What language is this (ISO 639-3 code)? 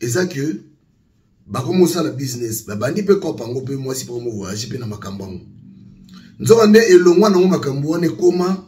lin